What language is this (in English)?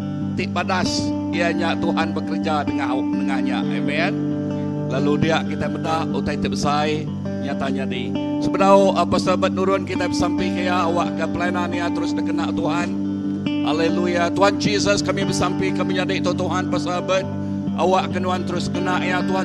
Iban